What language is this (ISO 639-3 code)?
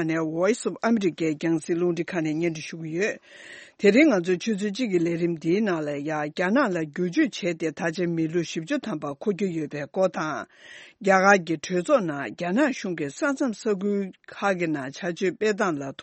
bod